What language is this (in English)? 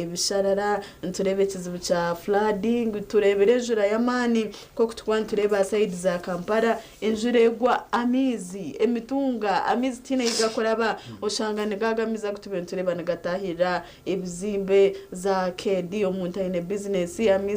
Nyankole